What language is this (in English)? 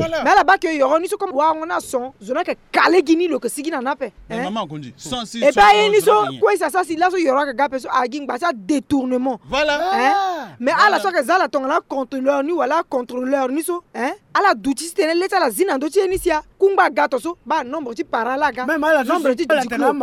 Sango